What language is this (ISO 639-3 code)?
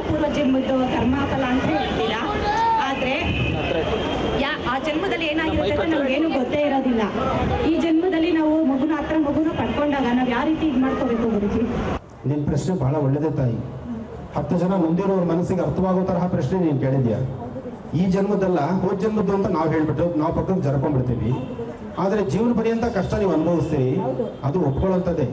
kan